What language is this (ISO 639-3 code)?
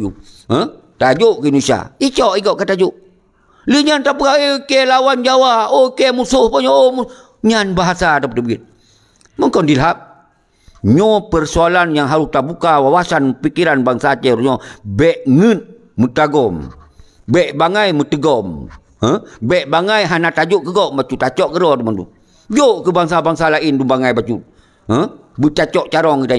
ace